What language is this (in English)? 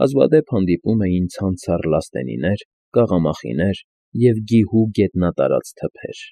Armenian